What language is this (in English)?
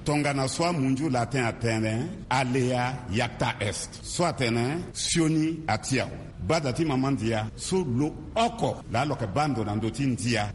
Sango